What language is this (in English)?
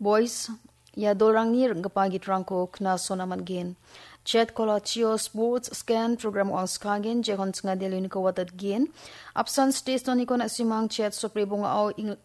Garo